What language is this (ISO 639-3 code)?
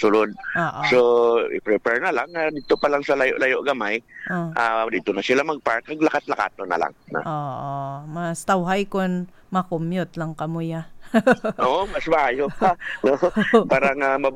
hil